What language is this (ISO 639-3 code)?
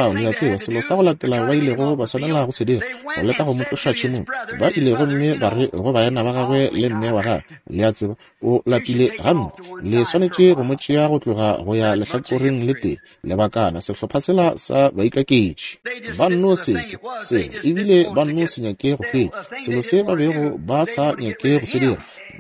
nso